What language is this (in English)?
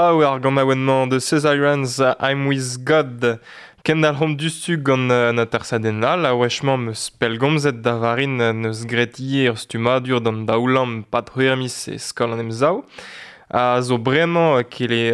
Breton